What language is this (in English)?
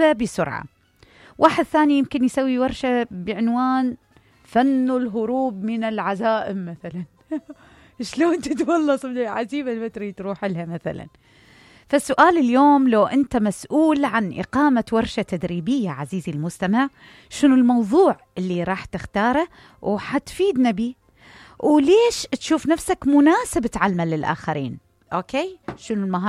Mesopotamian Arabic